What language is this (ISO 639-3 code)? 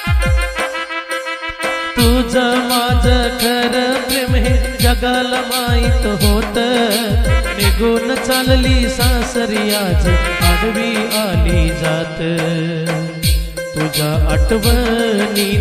mar